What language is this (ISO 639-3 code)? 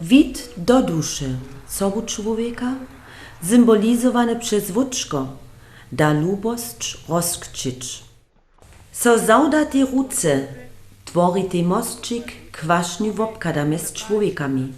hsb